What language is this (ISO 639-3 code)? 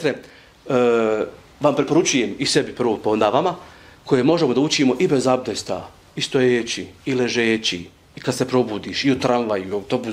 bos